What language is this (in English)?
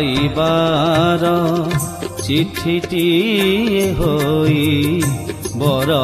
Odia